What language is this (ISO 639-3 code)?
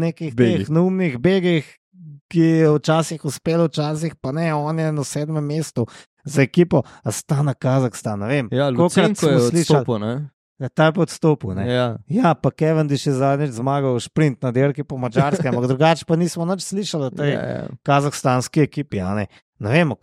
slv